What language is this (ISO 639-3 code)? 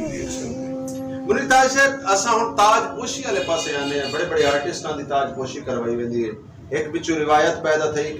skr